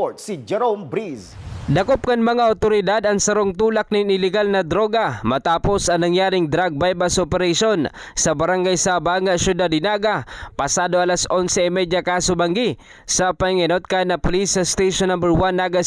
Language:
Bikol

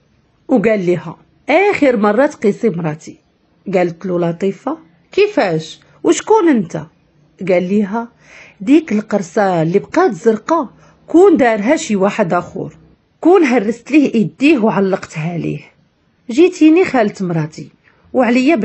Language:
Moroccan Arabic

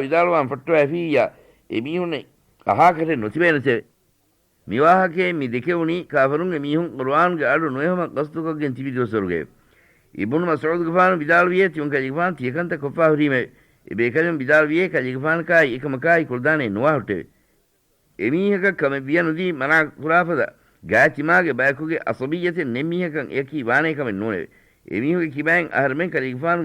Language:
Divehi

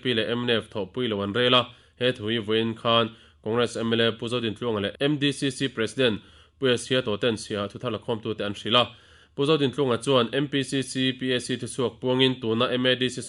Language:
Mizo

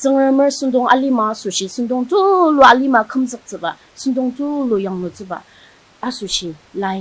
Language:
Ao Naga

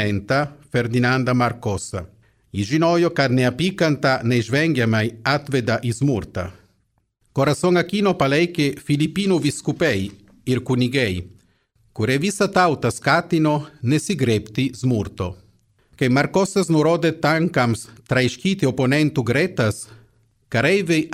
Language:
Lithuanian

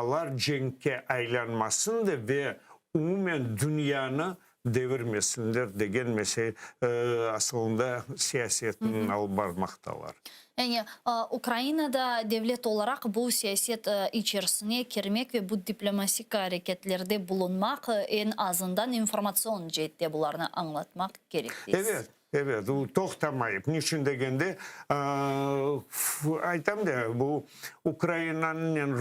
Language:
Crimean Tatar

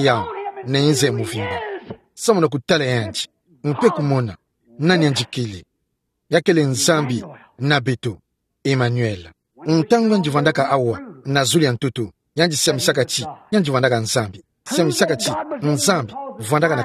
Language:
Kituba (Democratic Republic of Congo)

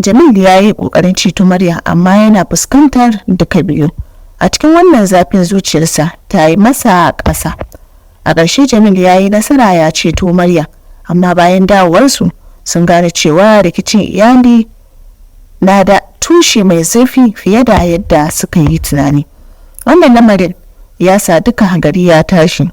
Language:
Hausa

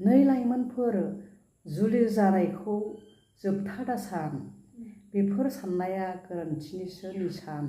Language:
Bodo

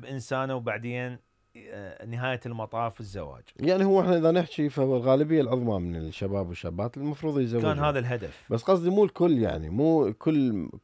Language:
Mesopotamian Arabic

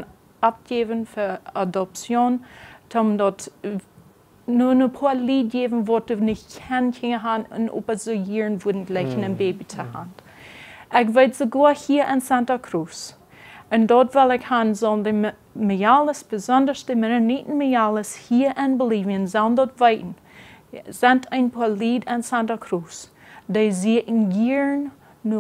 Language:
Plautdietsch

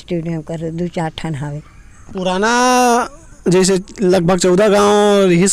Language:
Chhattisgarhi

